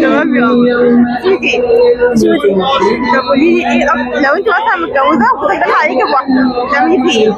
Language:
Egyptian Arabic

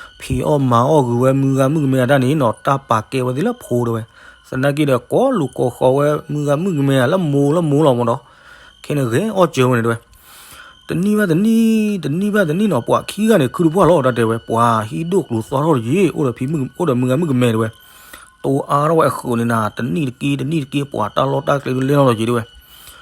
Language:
S'gaw Karen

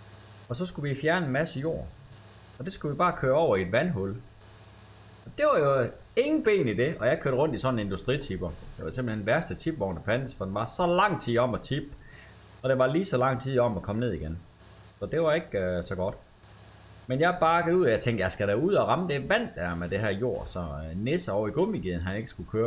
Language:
Danish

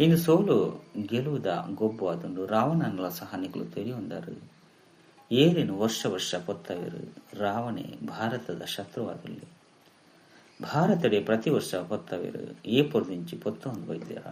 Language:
Tulu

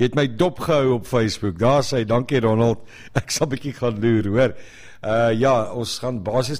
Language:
Afrikaans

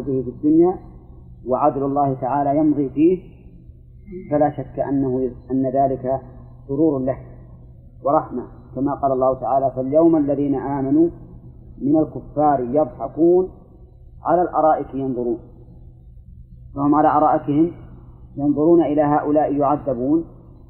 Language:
Arabic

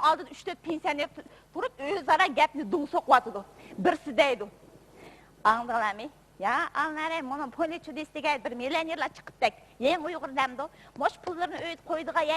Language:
Uyghur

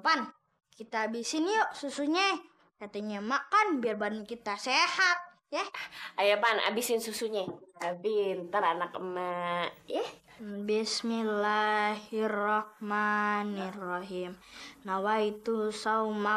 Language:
Betawi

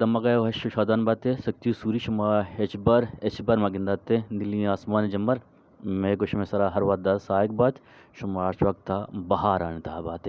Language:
Eastern Balochi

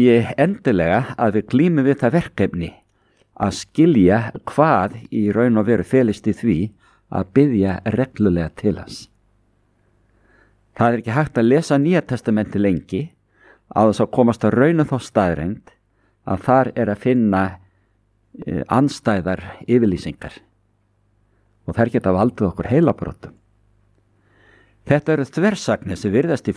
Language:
Icelandic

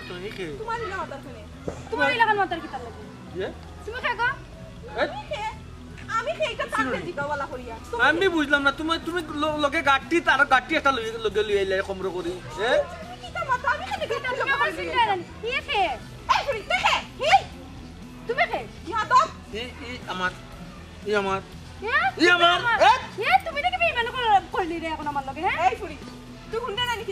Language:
Sylheti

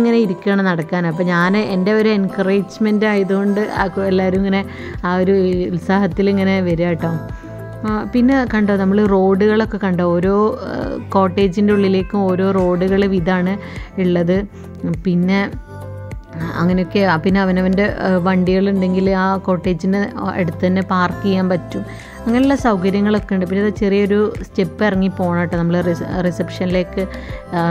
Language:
Malayalam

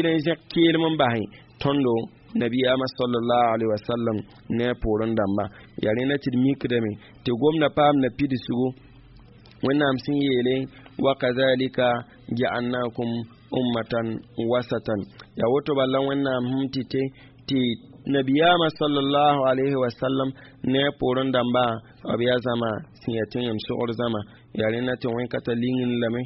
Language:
Mossi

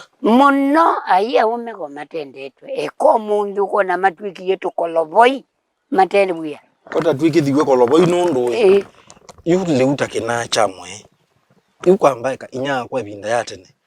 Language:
Kamba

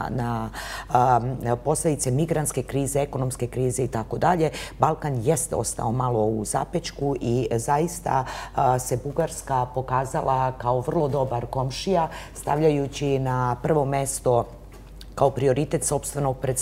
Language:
Serbian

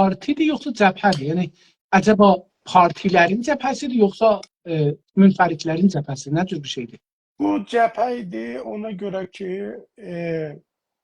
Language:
South Azerbaijani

